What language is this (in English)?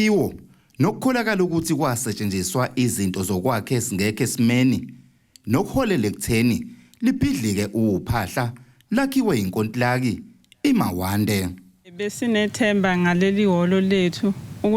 Zulu